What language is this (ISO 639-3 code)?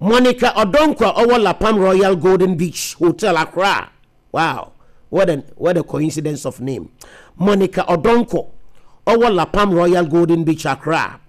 aka